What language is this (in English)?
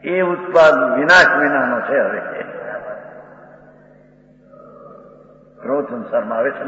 Gujarati